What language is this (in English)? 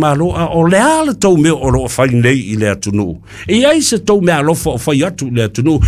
Samoan